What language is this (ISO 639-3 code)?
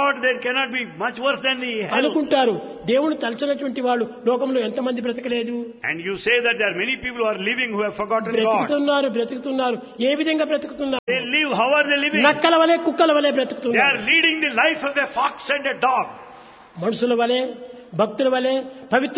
tel